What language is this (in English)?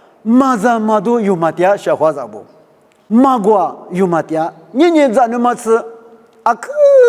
Lisu